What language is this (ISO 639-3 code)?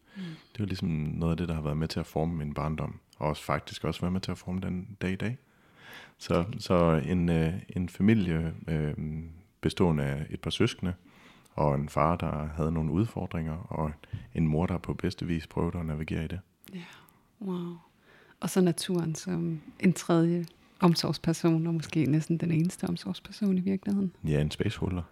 dan